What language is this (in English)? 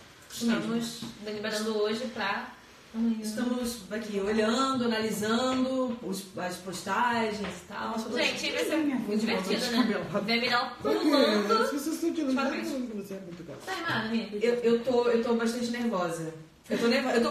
Portuguese